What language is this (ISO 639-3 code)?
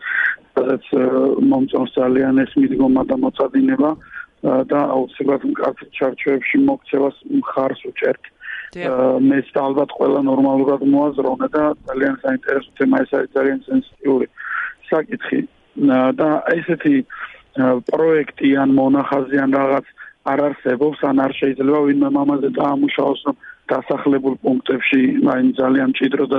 kat